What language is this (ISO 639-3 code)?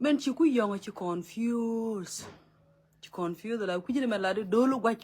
nus